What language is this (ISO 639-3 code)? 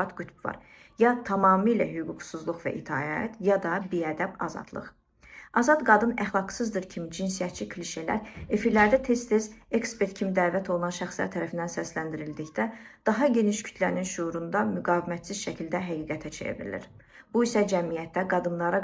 aze